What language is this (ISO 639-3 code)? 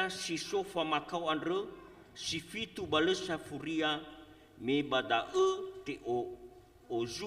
nia